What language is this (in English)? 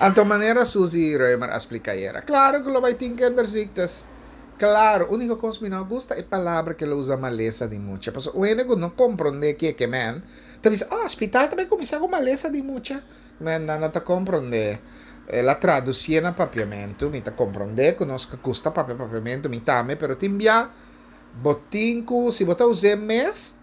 Papiamento